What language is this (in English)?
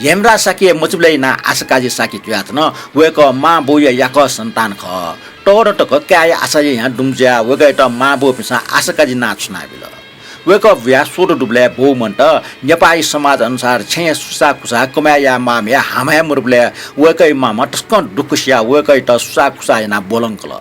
Newari